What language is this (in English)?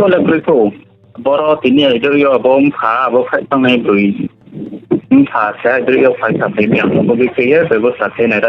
Riang (India)